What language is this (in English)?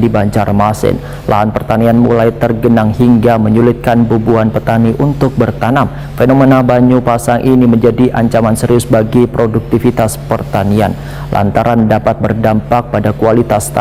Banjar